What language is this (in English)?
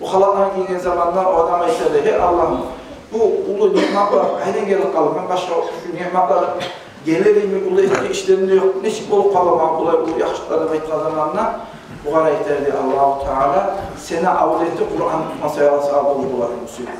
Kumyk